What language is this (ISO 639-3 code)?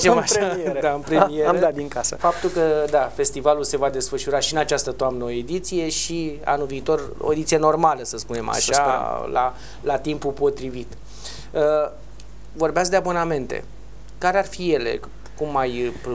ron